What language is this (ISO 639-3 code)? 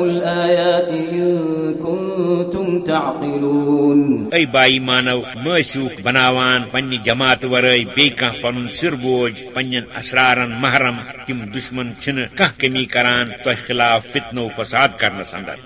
kas